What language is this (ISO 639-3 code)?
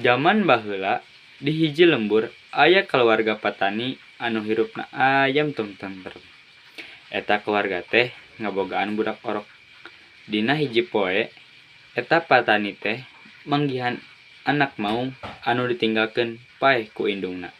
sun